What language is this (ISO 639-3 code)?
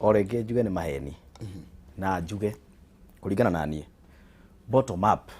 kik